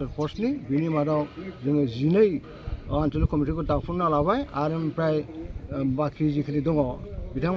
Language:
Bodo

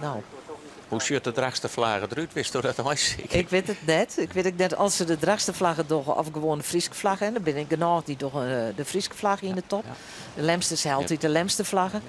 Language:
Western Frisian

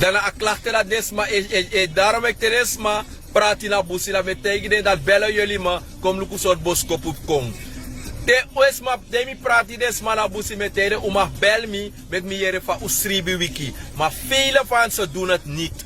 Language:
Sranan Tongo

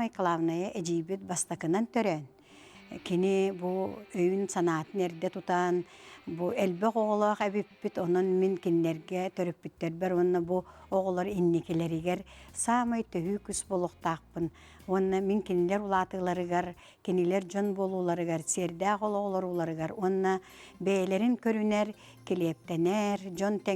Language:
Yakut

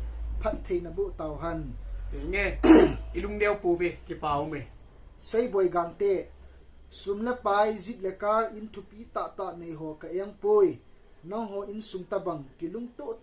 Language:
Thado Chin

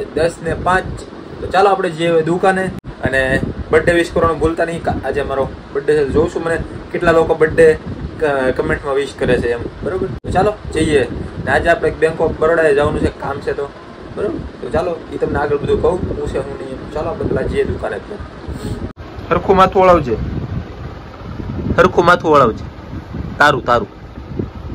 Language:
Gujarati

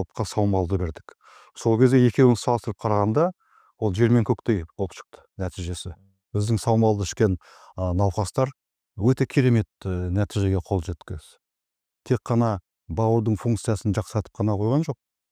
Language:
Kazakh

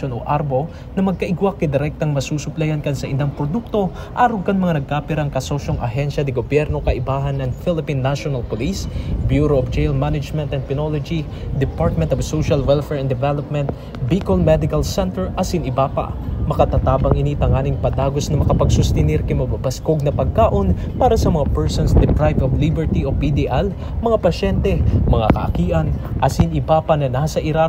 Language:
Bikol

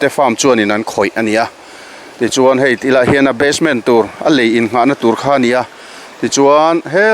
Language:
Mizo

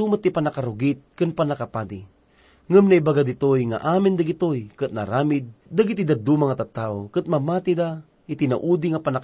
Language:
Iloko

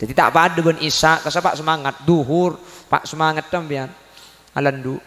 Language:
Madurese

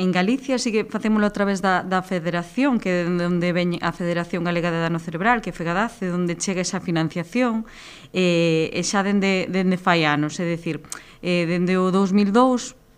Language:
Galician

